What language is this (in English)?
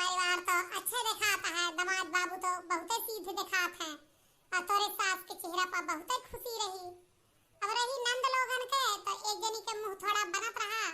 Awadhi